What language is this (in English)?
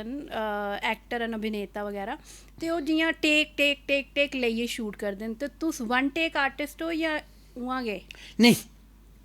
Dogri